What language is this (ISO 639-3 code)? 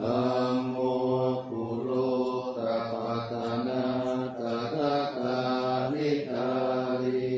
pli